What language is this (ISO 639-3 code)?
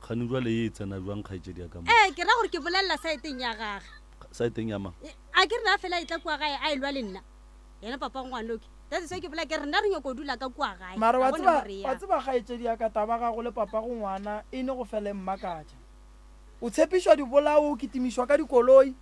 nso